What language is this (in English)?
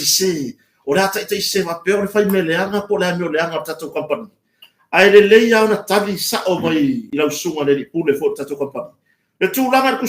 Samoan